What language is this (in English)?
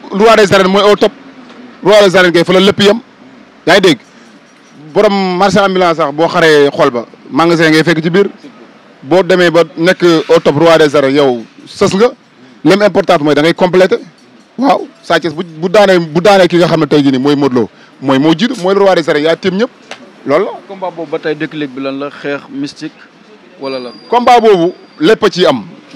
Wolof